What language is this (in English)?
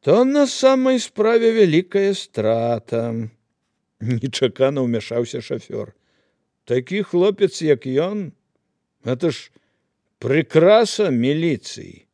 Belarusian